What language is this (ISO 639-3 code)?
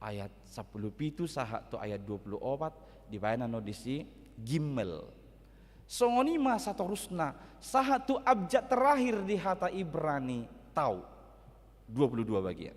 bbc